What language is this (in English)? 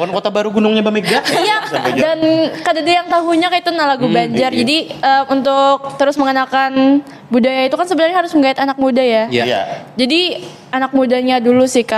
Banjar